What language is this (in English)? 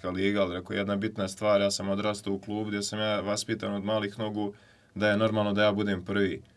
Bosnian